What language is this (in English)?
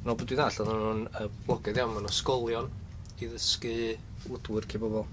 Welsh